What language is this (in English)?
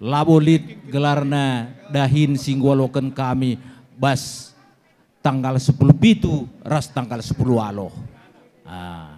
Batak Karo